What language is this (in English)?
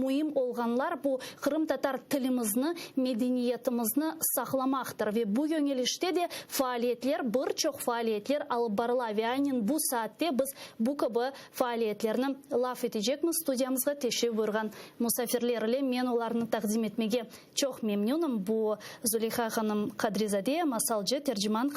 Crimean Tatar